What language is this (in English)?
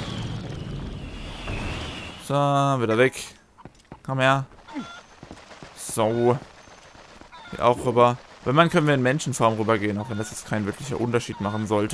German